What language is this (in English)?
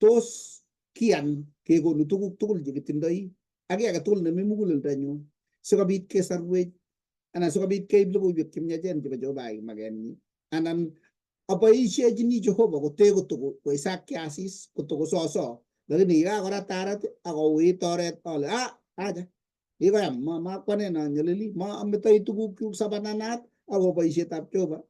Kalenjin